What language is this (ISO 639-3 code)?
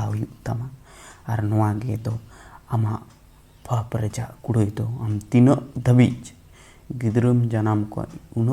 sat